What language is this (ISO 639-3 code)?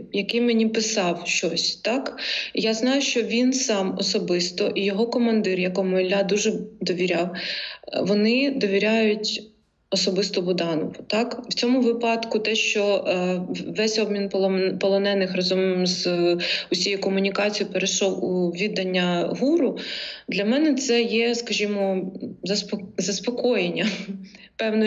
ukr